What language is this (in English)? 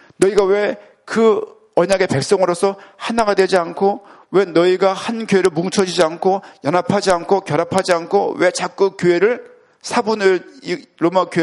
Korean